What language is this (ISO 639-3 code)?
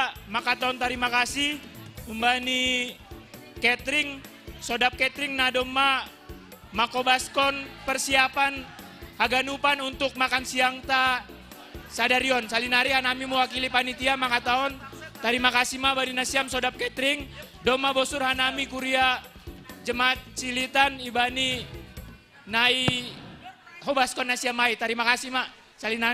bts